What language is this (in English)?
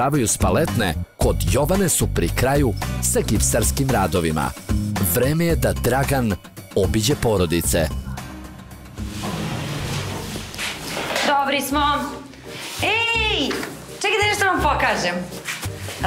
Serbian